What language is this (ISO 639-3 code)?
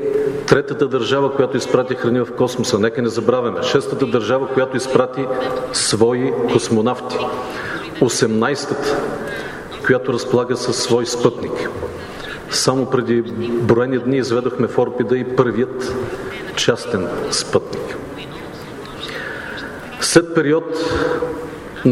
bul